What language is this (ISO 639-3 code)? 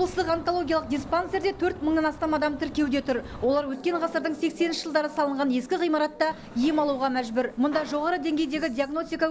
kaz